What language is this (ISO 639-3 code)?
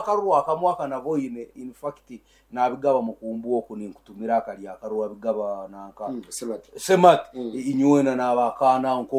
nyn